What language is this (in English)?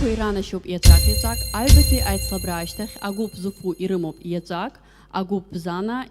Abkhazian